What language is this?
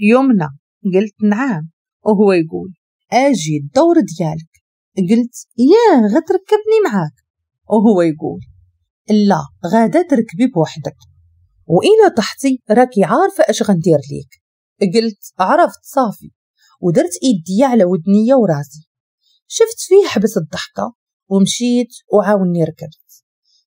Moroccan Arabic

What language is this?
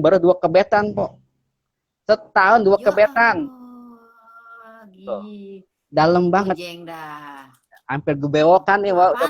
Betawi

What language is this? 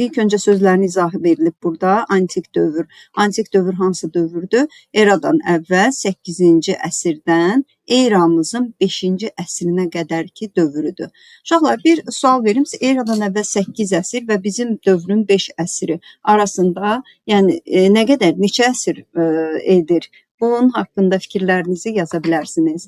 Azerbaijani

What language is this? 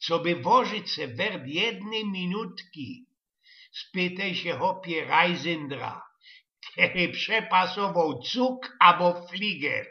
Silesian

